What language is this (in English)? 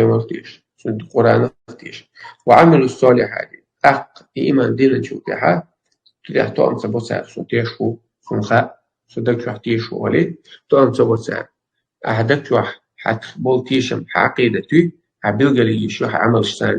Chechen